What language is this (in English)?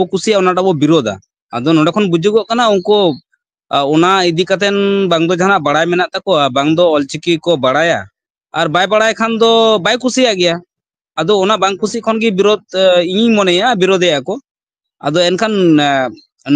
Santali